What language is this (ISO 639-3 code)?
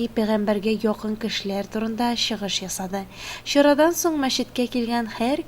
tat